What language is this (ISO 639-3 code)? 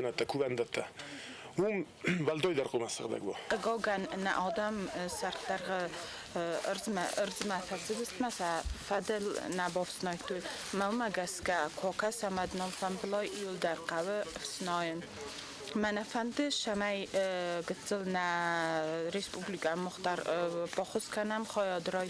oss